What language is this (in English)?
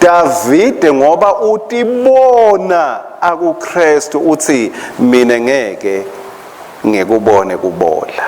Swati